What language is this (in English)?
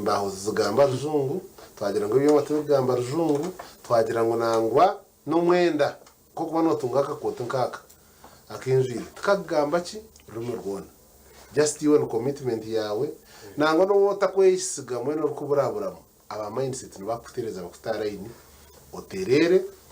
Nyankole